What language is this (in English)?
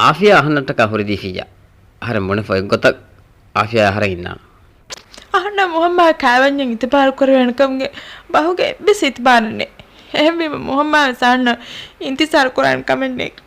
Divehi